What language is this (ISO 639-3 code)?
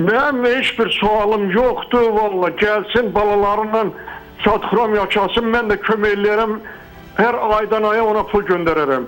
aze